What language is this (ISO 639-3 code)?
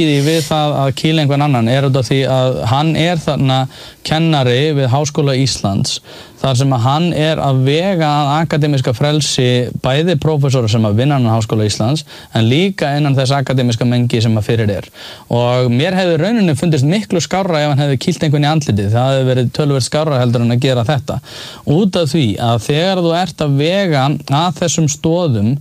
isl